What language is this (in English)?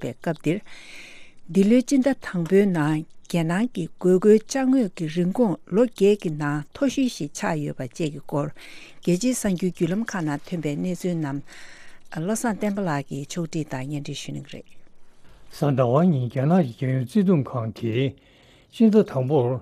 Tibetan